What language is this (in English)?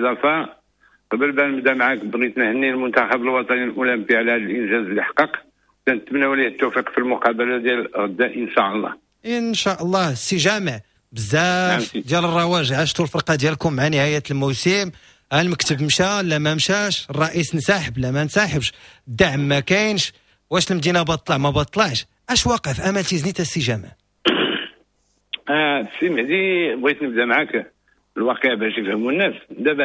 Moroccan Arabic